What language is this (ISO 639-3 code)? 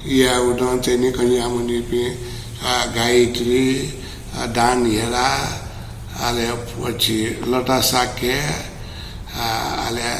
new